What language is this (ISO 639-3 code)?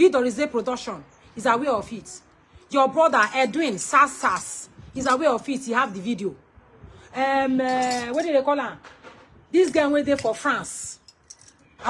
pcm